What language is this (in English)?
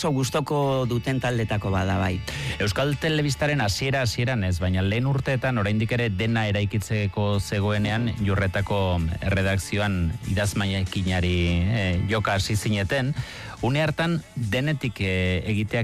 Basque